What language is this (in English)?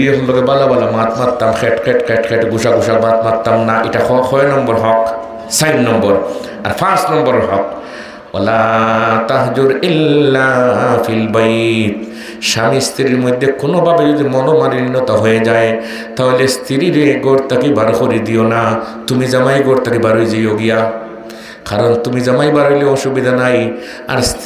Sylheti